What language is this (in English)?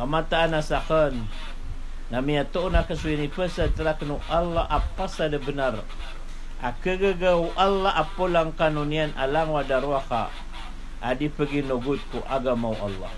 Maranao